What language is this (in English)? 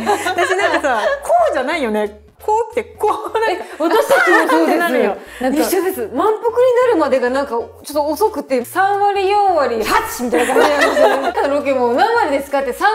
Japanese